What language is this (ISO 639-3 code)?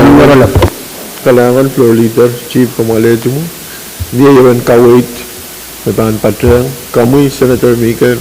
pon